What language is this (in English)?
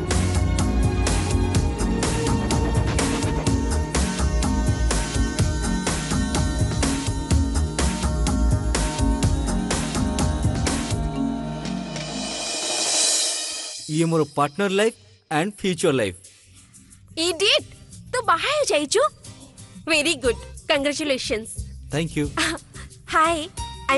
Odia